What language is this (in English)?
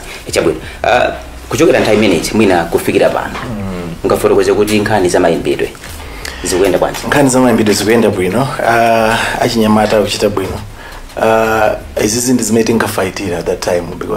Nyanja